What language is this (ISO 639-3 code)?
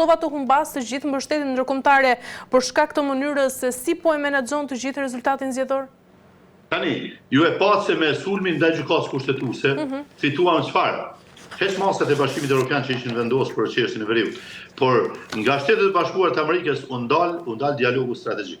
sqi